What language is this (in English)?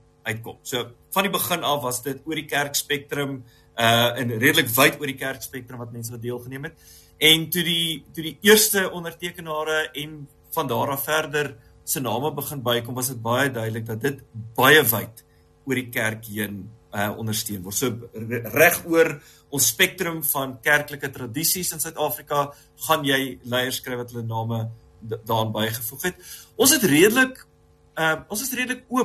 Afrikaans